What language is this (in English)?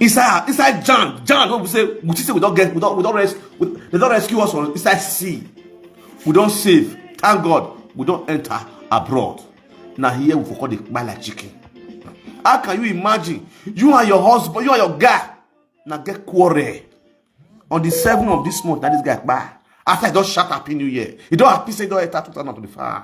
Nigerian Pidgin